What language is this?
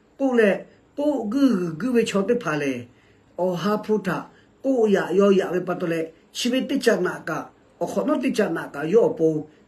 Lahu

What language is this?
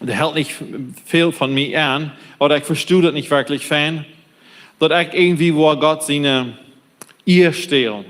Plautdietsch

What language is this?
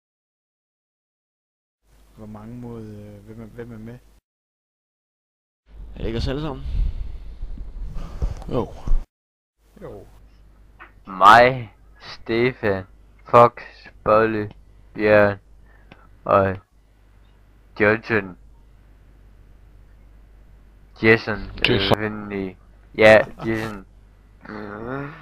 Danish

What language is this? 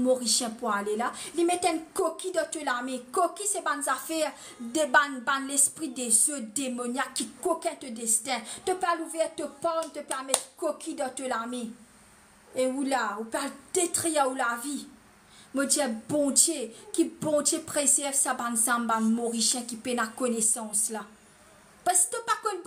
Morisyen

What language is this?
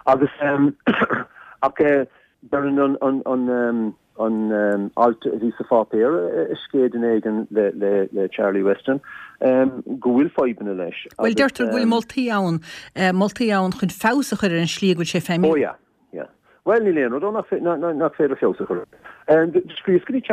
Irish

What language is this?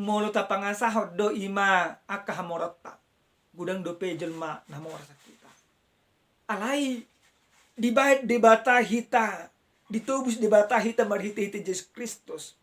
Batak Toba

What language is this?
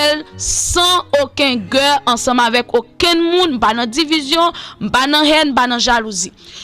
Haitian Creole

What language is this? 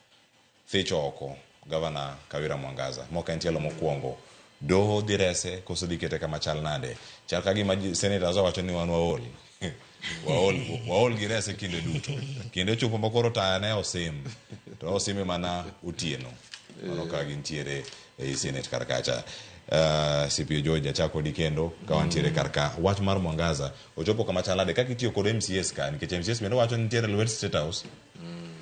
Luo (Kenya and Tanzania)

